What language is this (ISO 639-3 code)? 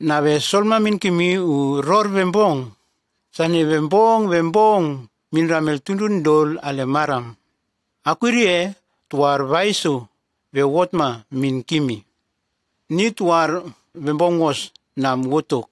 tgs